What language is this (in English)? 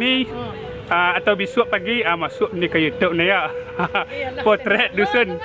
Minangkabau